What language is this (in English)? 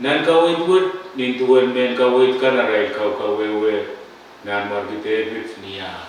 Pohnpeian